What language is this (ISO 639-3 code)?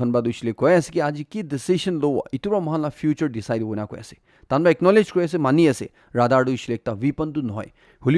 nag